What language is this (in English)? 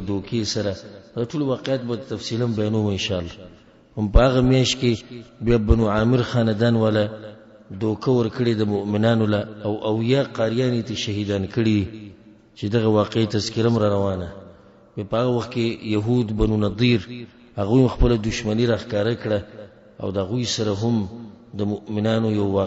Pashto